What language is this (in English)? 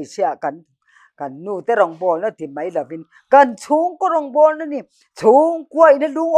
Mizo